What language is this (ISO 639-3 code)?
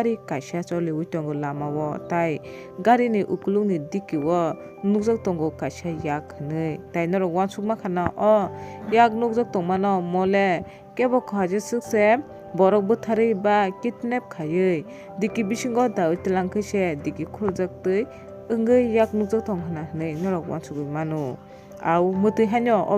trp